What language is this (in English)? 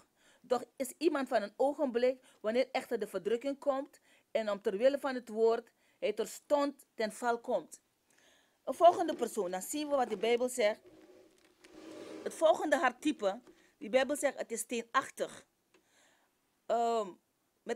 Dutch